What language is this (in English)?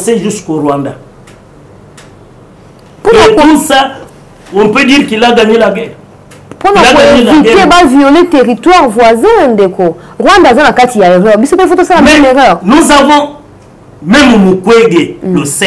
French